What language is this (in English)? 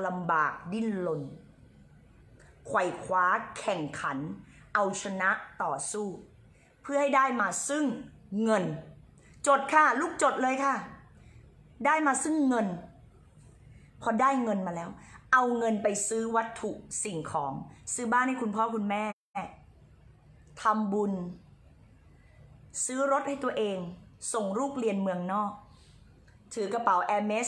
Thai